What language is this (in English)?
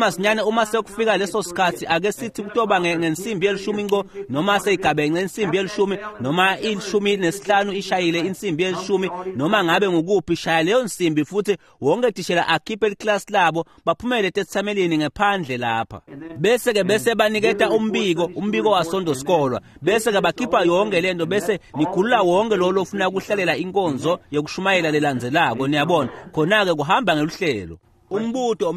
Swati